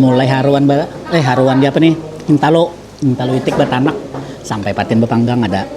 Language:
Banjar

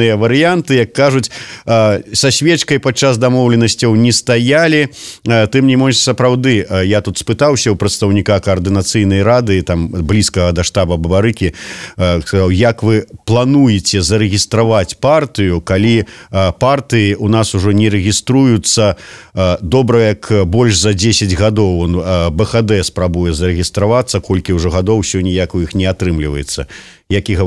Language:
Belarusian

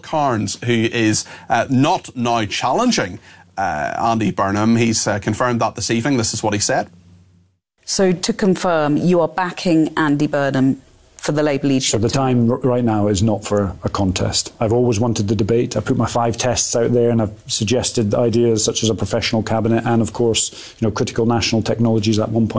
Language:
English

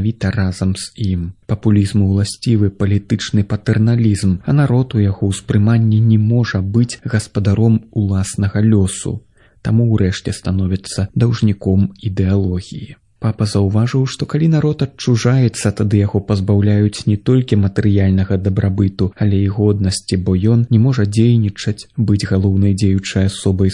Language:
Belarusian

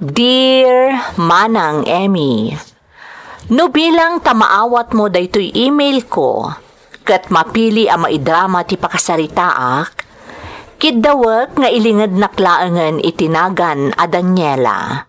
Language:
Iloko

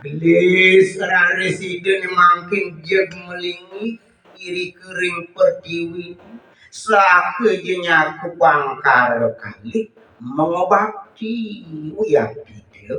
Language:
Balinese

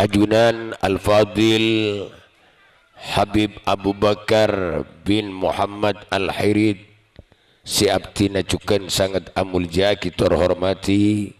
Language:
Madurese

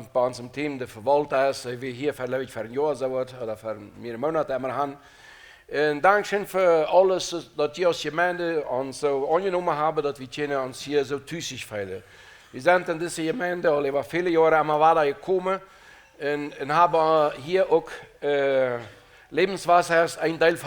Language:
Plautdietsch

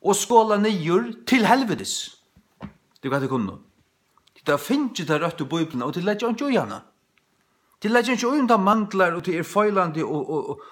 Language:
Faroese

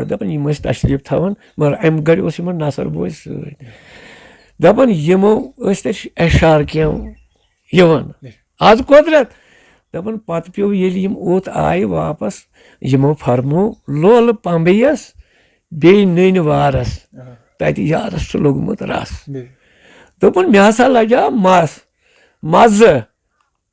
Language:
Kashmiri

